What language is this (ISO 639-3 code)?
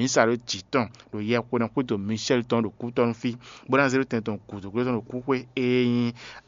fon